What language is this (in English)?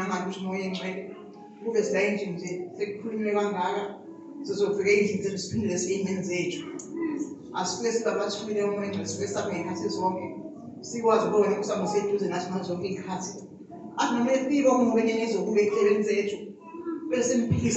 Zulu